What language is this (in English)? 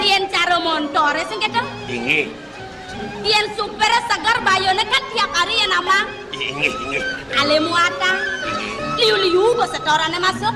Balinese